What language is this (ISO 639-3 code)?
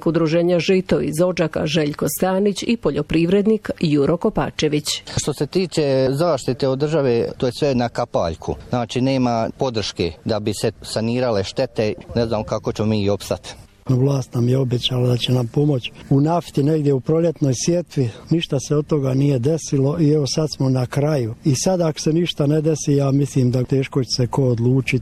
hrv